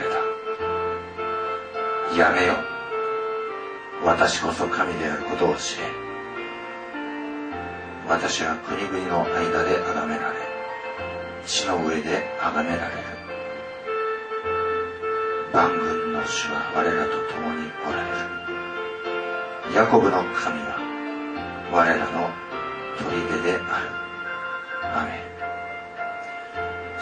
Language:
Japanese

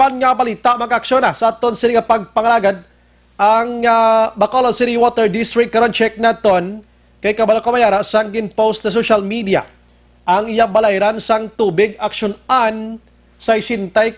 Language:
Hiligaynon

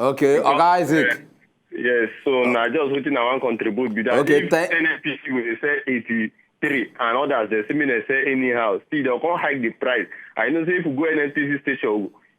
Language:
Nigerian Pidgin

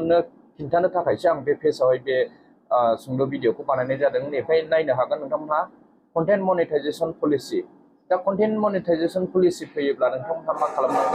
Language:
Bodo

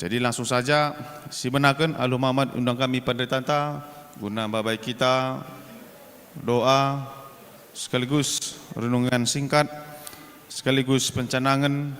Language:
Batak Karo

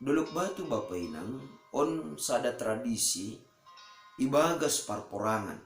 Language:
Batak Simalungun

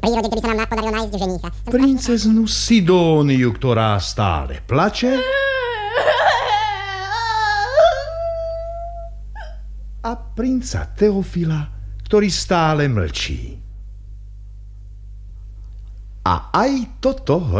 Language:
Slovak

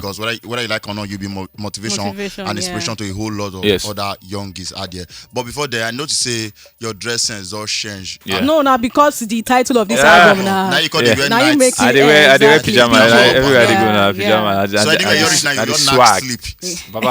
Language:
Nigerian Pidgin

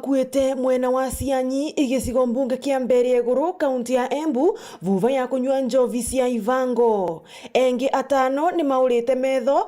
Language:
Meru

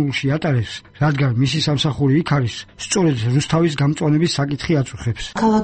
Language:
Georgian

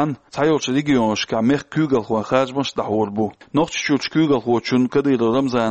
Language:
Chechen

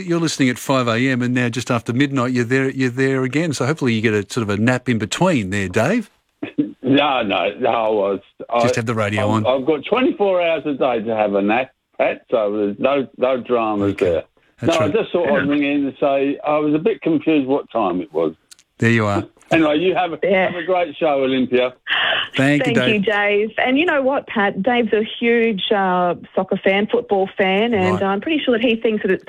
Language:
English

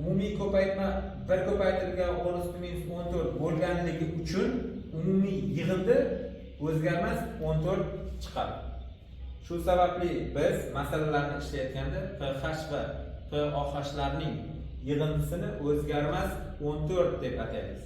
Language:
Uzbek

